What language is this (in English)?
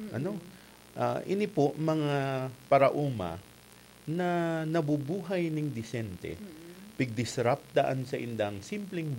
Bikol